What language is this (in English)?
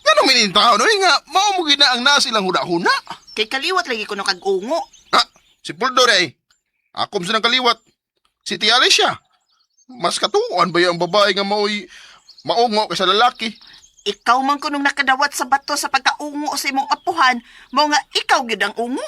Cebuano